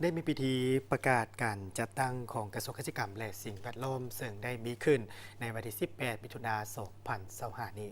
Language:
Lao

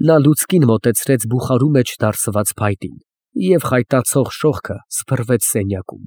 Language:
Armenian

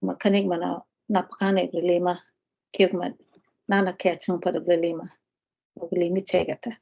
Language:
Choctaw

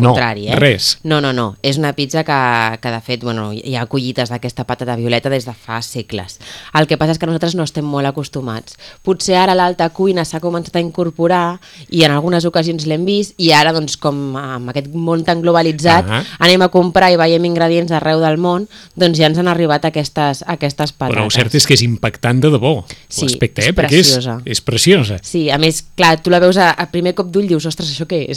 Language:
Catalan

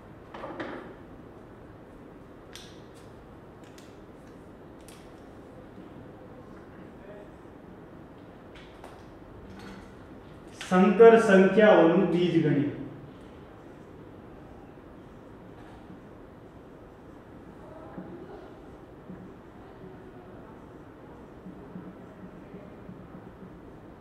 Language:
Gujarati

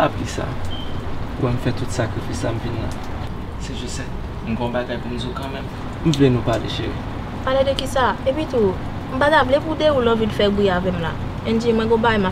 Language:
Haitian Creole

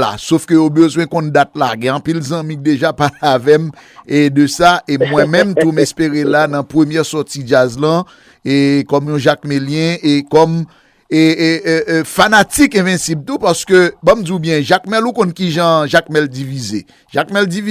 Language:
Haitian Creole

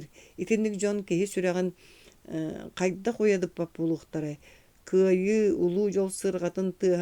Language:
Yakut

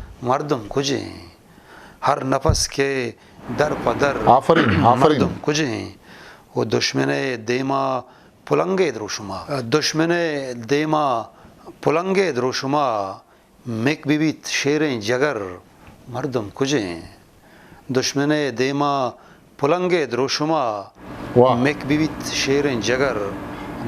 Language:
Eastern Balochi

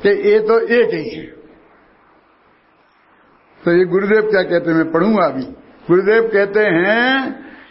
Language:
Hindi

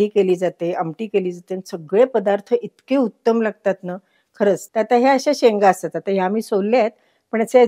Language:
Marathi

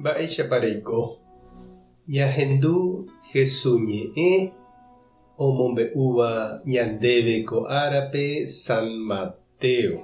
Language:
Guarani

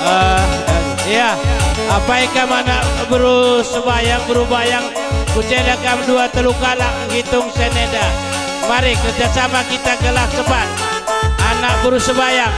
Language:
Batak Karo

